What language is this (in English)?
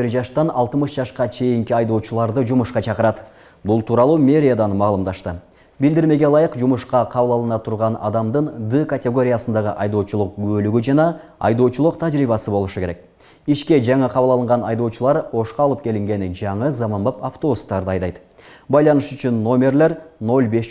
Kyrgyz